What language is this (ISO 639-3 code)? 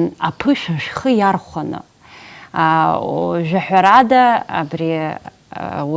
abk